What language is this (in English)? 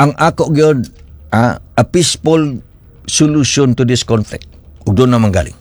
Cebuano